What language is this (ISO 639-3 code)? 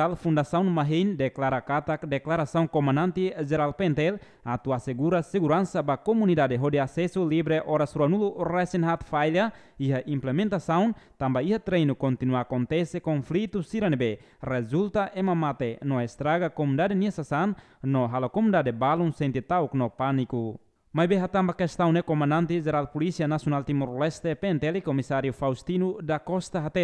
tet